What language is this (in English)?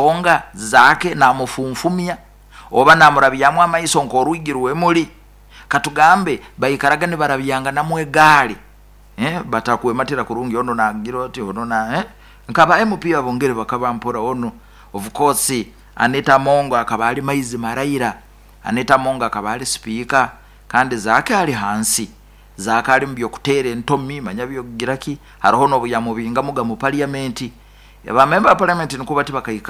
Nyoro